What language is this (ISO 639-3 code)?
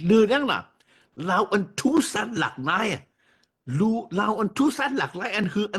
shn